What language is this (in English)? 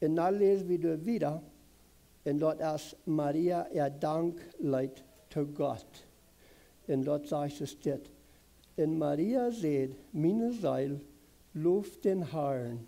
Plautdietsch